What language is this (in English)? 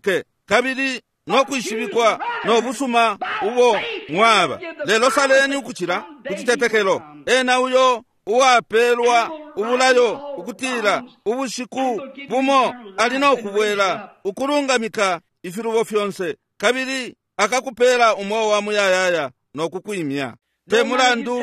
Bemba